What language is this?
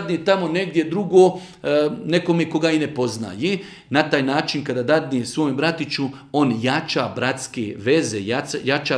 Bosnian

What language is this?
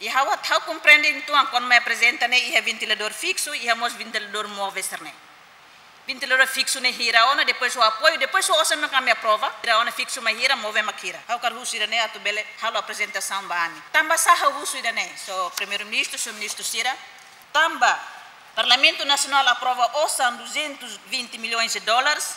Tetum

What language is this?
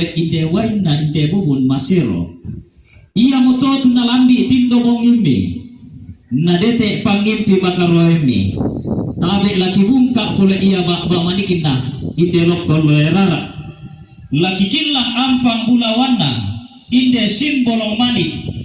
Toraja-Sa'dan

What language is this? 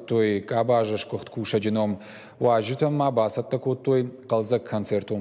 Ossetic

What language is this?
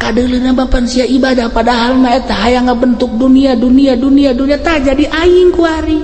Sundanese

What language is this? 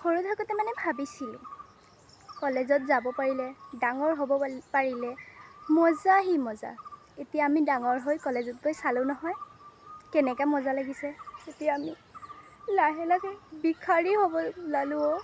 Assamese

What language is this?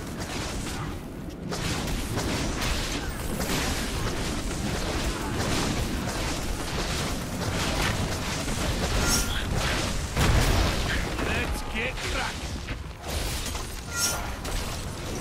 English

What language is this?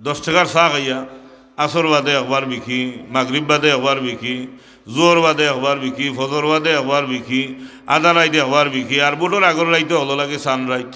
Sylheti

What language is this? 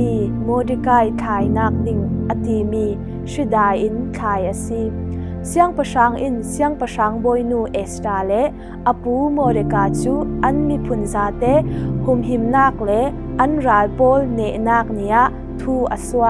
Falam Chin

